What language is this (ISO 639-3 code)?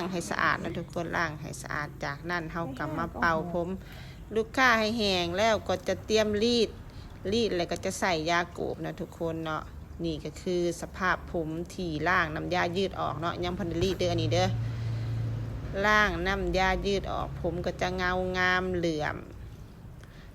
lao